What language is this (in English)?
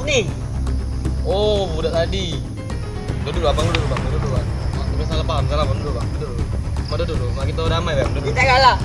Musi